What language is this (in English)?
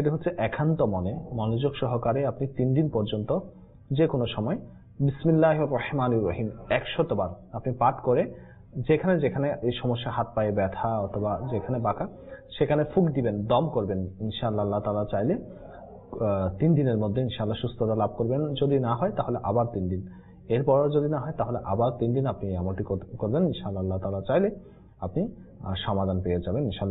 Bangla